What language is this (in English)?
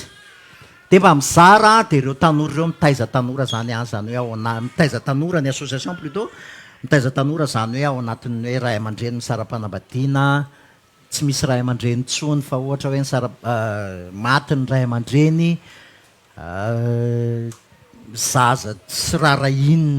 Malagasy